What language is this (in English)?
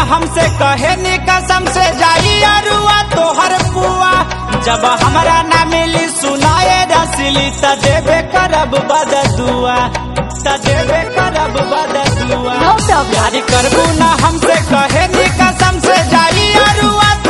Bhojpuri